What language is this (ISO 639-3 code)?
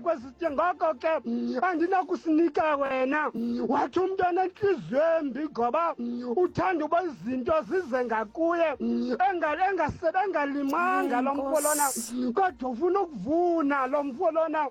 xho